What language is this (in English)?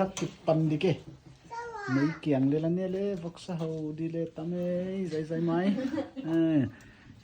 Paite Chin